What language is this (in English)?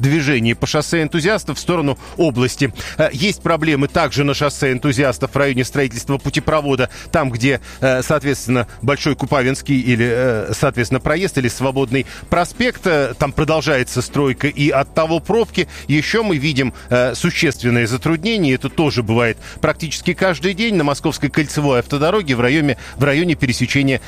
Russian